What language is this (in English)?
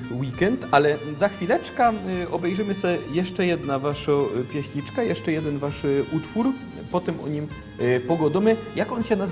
Silesian